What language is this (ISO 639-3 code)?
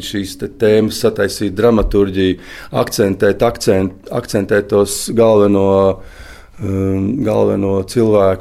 lav